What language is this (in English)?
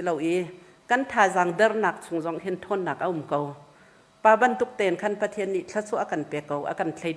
Hakha Chin